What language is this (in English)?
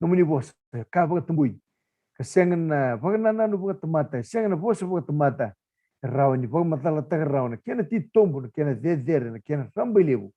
Fijian